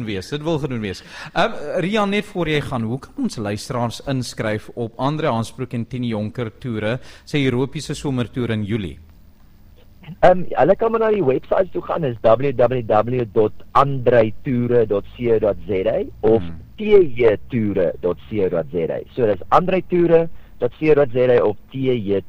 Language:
Afrikaans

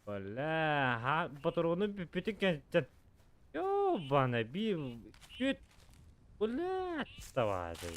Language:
Yakut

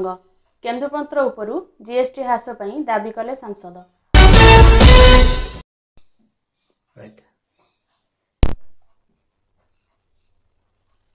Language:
Odia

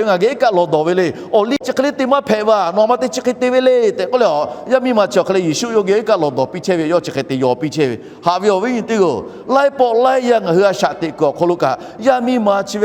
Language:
Lahu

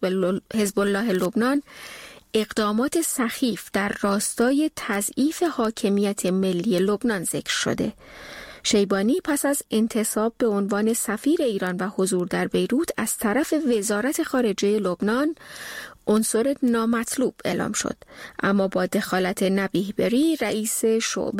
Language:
Persian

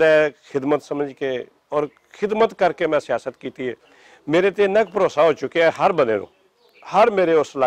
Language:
Western Panjabi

